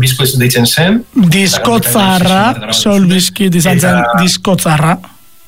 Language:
Basque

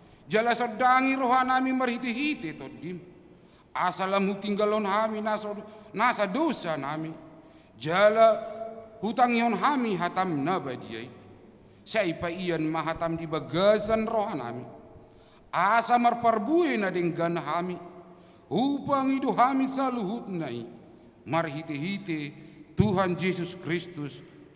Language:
Batak Toba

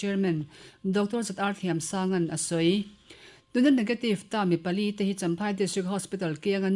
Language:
Mizo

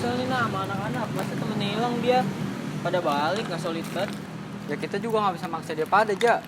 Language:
Betawi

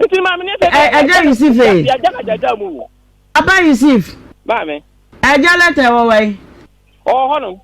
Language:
Akan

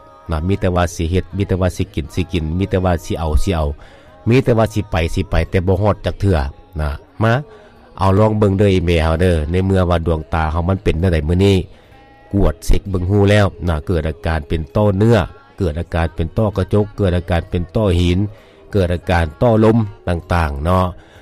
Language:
Lao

